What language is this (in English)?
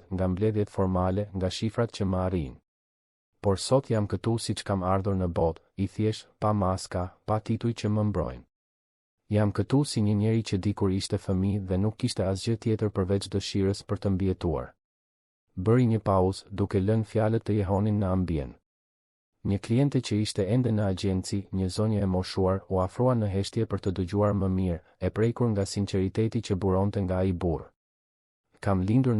Albanian